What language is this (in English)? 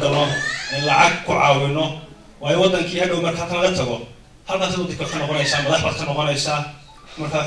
Somali